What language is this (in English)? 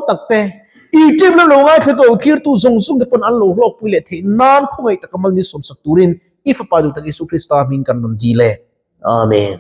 Mizo